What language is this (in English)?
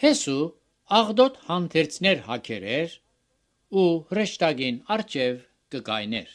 Armenian